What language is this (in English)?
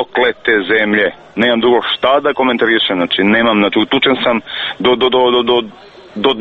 Serbian